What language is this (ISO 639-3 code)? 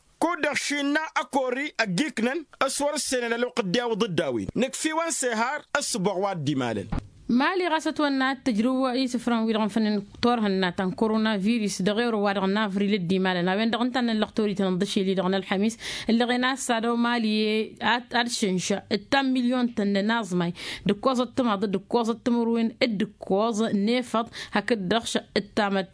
taq